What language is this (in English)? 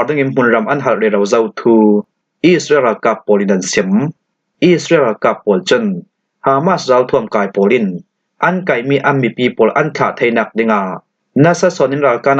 Falam Chin